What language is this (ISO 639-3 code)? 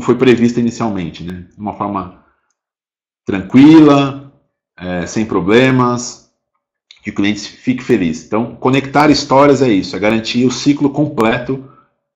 por